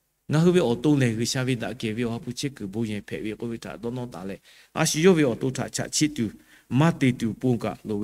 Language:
Lahu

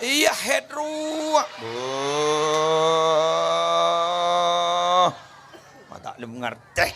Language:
Madurese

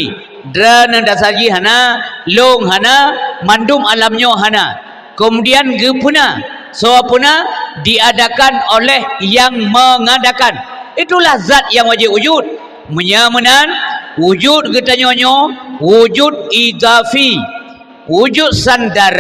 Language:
Achinese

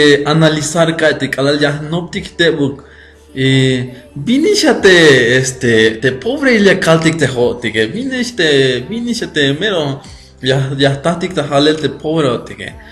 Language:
Tzeltal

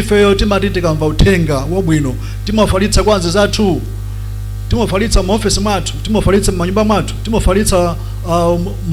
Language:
Nyanja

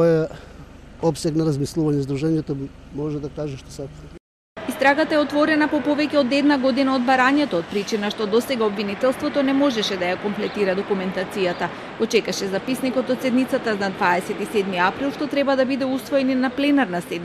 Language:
Macedonian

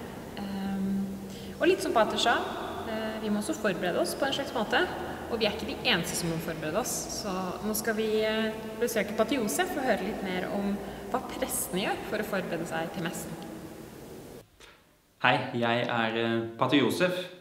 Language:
Norwegian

